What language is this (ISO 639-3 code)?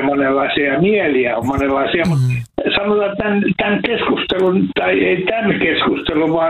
fin